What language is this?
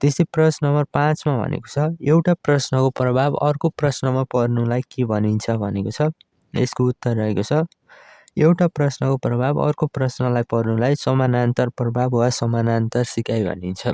Nepali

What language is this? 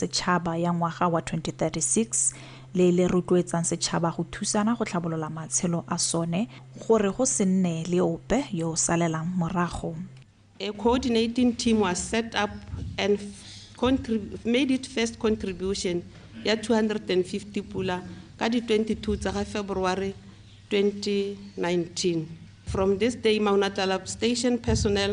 Tswana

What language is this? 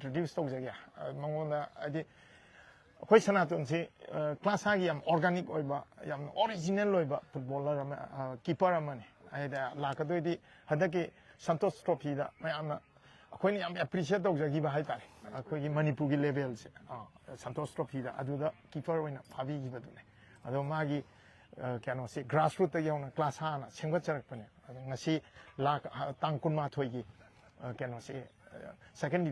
Manipuri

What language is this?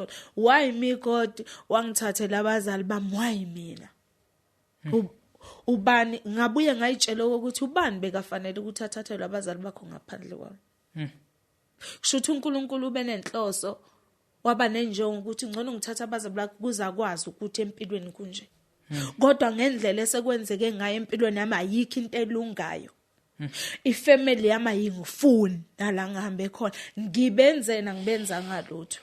Zulu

